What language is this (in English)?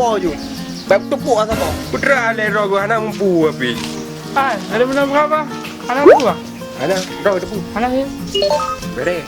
Achinese